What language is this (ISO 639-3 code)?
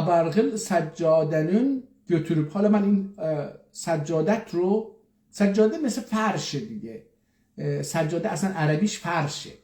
azb